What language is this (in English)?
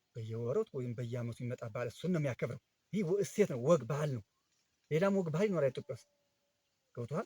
Amharic